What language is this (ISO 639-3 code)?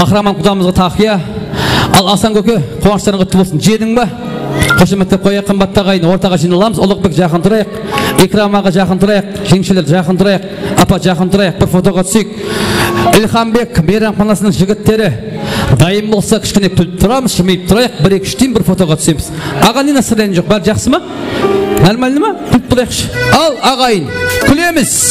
kaa